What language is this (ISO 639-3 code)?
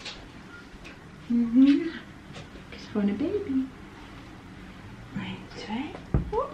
nld